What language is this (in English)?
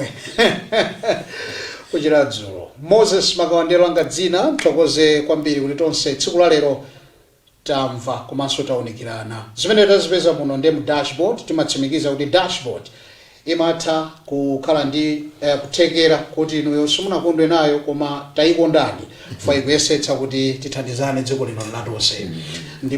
Nyanja